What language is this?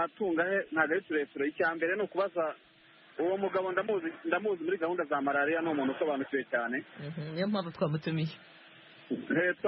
Kinyarwanda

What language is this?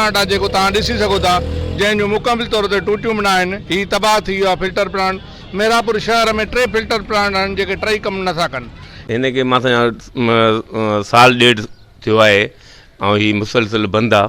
Sindhi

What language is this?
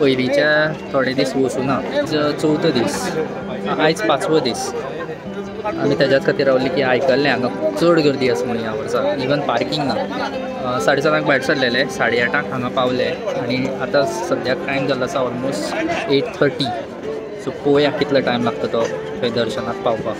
Konkani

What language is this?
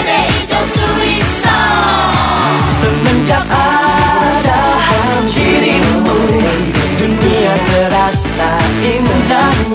Indonesian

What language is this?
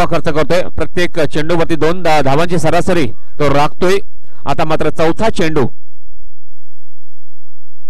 Marathi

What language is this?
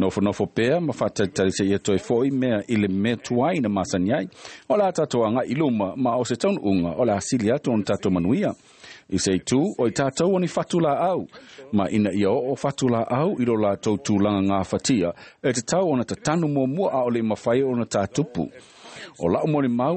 Samoan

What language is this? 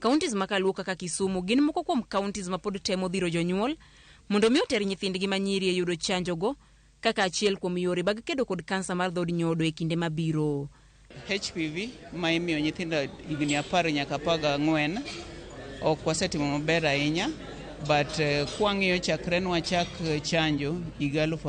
Luo (Kenya and Tanzania)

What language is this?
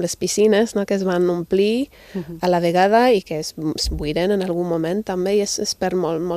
Catalan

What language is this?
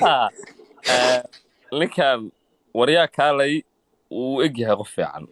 Somali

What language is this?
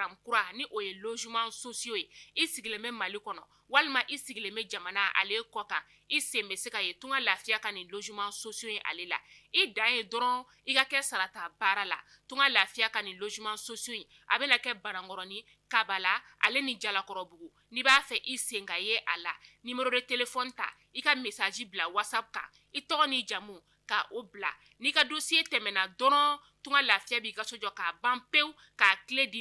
Bambara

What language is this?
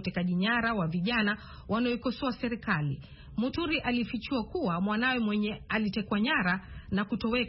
Swahili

